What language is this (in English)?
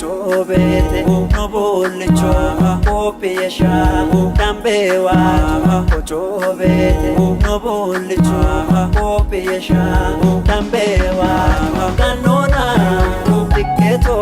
Kafa